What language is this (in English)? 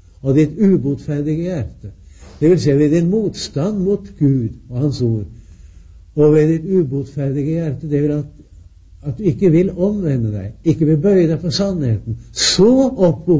Norwegian